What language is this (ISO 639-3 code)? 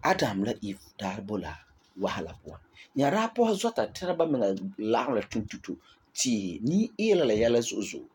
gur